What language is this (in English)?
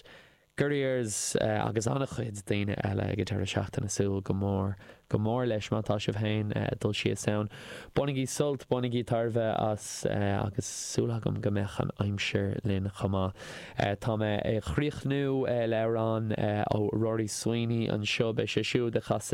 Irish